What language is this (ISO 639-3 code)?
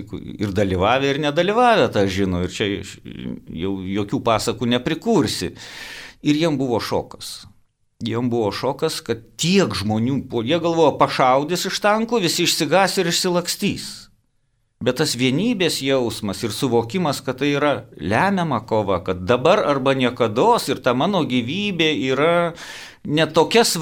lit